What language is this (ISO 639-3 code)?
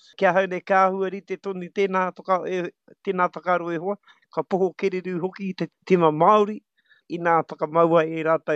mri